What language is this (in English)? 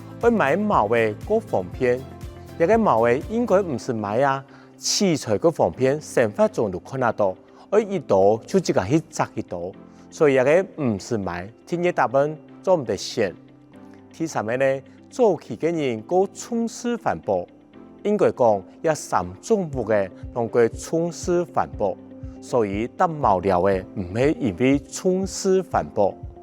Hakka Chinese